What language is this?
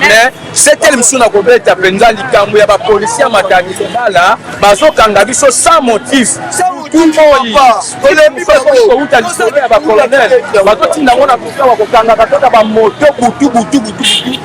Lingala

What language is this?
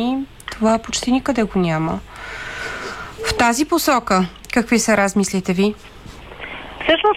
Bulgarian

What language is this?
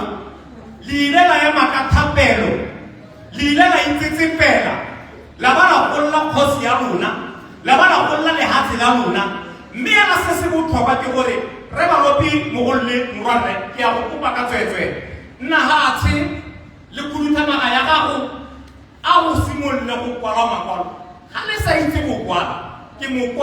Tswana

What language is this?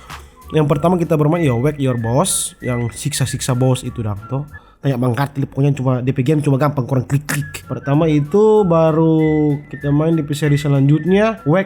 Manado Malay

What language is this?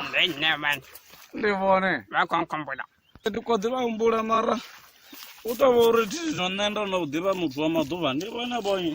Venda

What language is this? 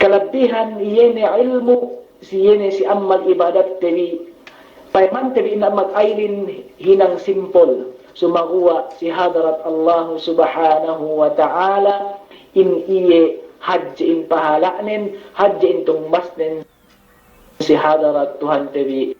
Yakan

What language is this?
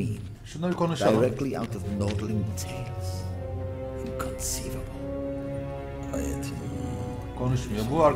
Turkish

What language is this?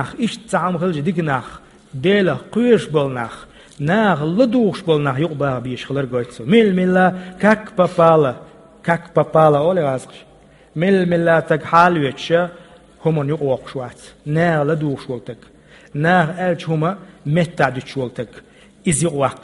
Chechen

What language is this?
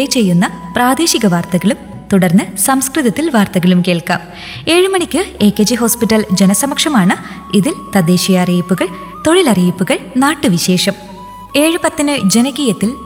Malayalam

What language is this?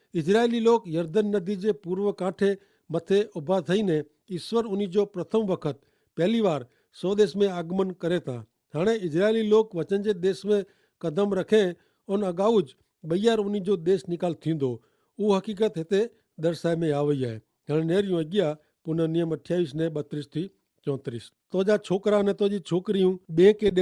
Kachhi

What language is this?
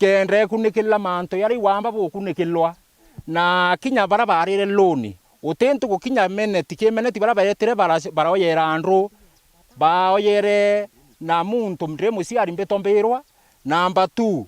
Meru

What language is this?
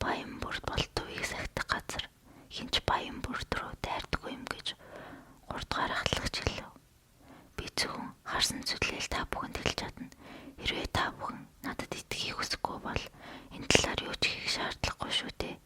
Mongolian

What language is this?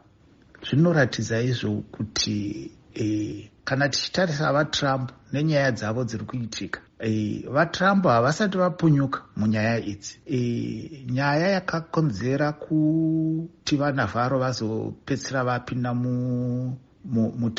Shona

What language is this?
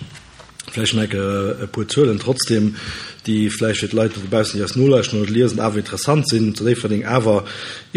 Luxembourgish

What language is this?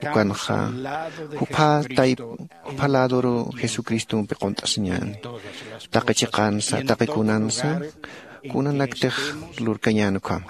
Aymara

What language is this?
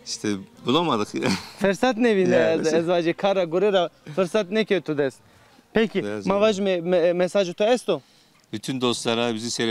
Zaza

